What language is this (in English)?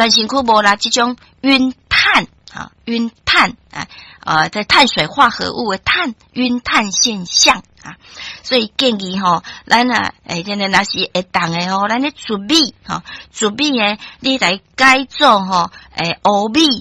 Min Nan Chinese